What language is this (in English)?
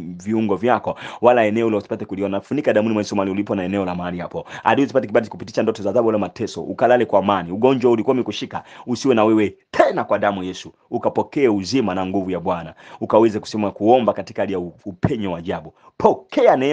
Swahili